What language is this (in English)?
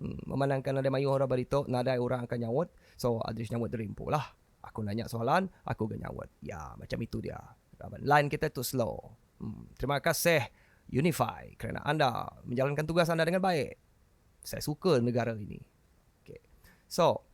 Iban